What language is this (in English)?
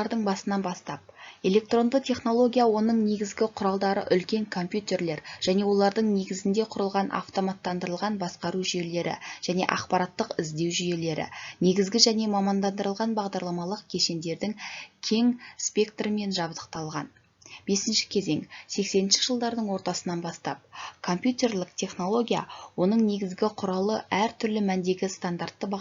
Kazakh